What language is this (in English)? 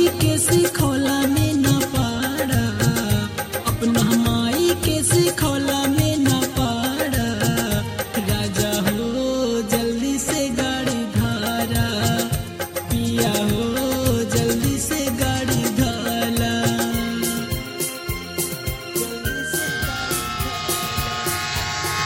Bhojpuri